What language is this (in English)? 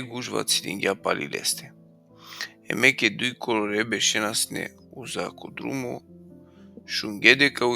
Balkan Romani